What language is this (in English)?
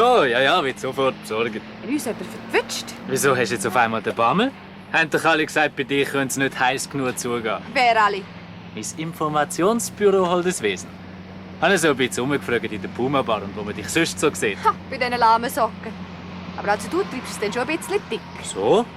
Swiss German